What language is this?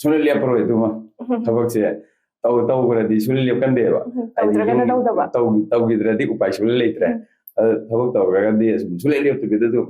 Manipuri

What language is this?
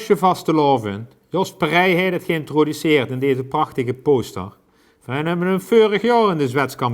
Limburgish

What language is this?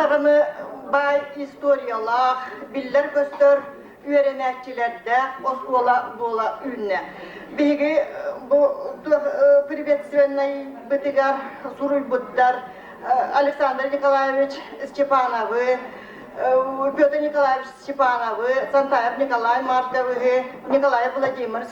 Yakut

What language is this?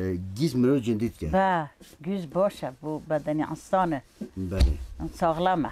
Kurdish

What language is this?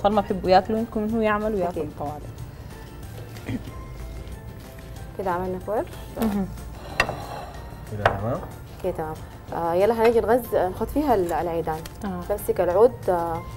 Sudanese Arabic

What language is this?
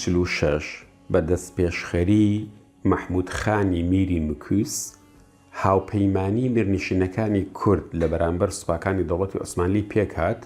Central Kurdish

